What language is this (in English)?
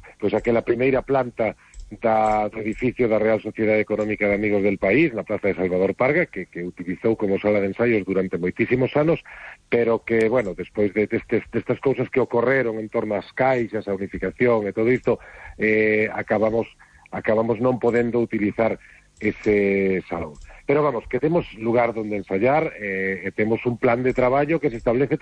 Galician